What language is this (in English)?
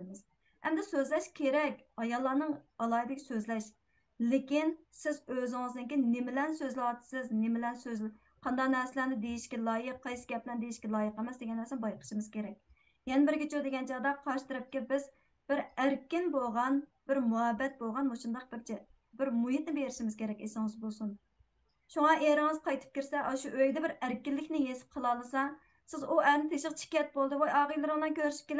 Uyghur